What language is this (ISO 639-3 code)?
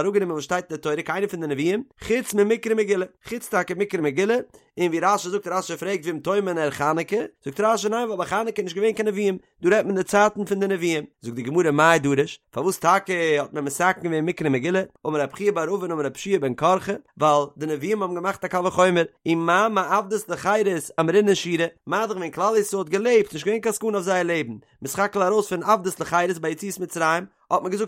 yid